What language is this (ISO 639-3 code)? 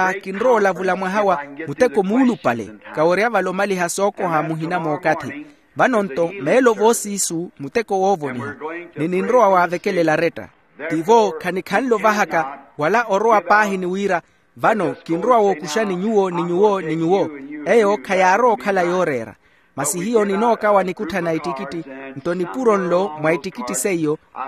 vmw